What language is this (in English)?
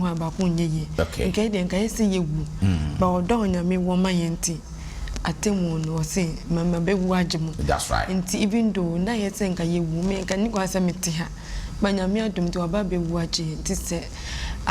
Akan